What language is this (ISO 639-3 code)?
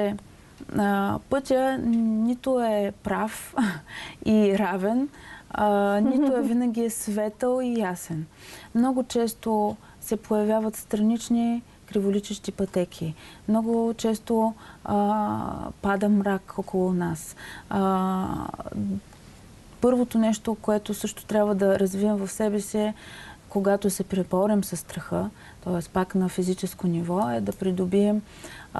bul